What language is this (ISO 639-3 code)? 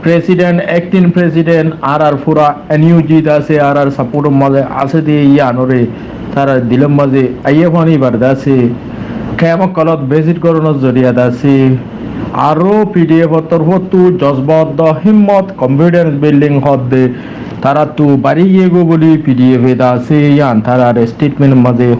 rhg